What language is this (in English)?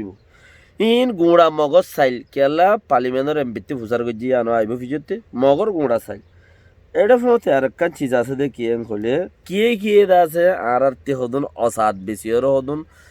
Rohingya